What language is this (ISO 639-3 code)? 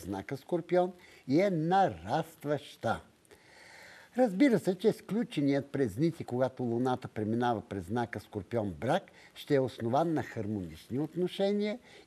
bul